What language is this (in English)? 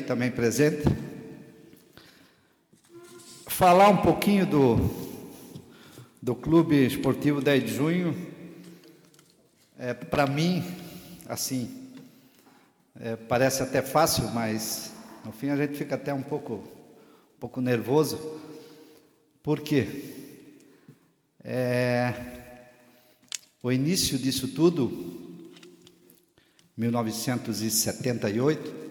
Portuguese